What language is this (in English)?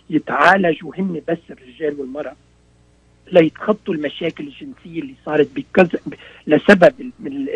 North Levantine Arabic